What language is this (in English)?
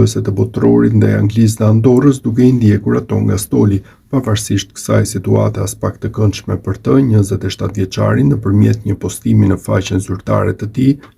Albanian